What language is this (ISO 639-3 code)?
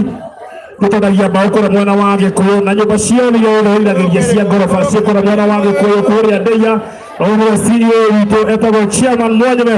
kik